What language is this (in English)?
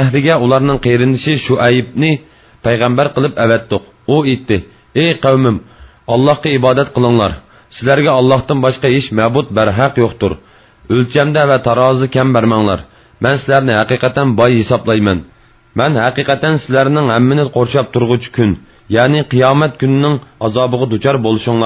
Uyghur